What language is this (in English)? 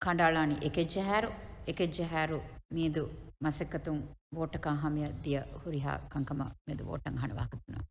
Divehi